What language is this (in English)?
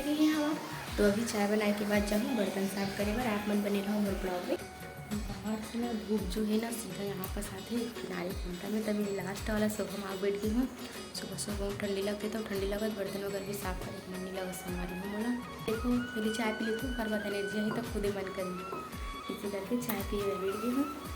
Chhattisgarhi